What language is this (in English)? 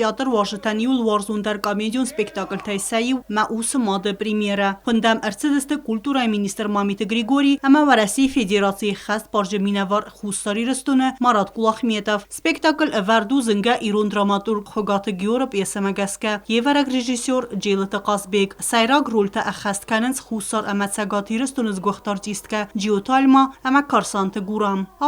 Ossetic